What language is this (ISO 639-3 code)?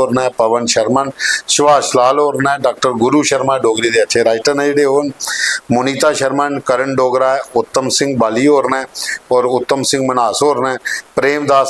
doi